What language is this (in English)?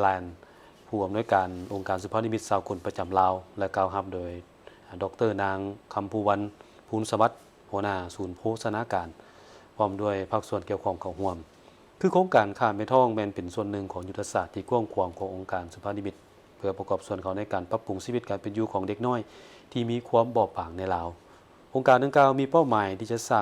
Lao